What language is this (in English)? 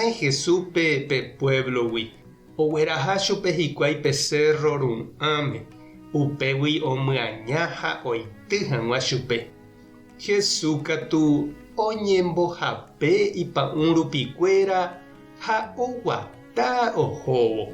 Guarani